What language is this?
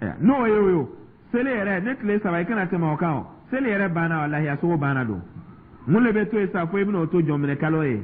Dyula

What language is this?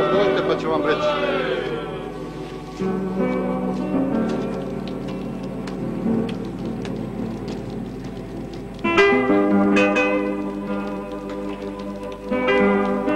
Croatian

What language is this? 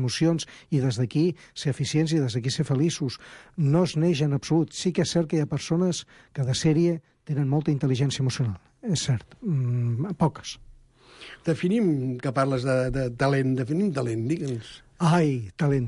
Catalan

